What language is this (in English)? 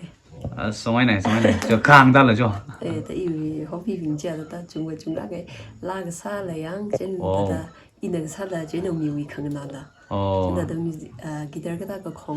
Tangkhul Naga (India)